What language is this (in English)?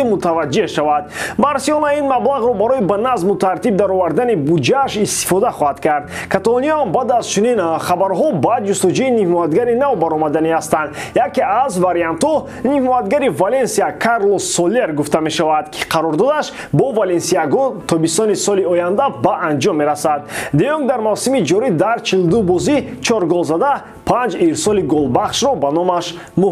Tajik